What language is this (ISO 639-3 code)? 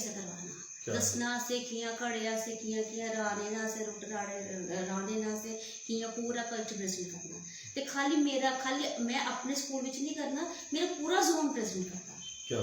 doi